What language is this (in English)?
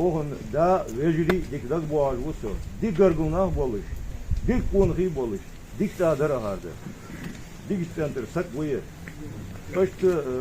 Ingush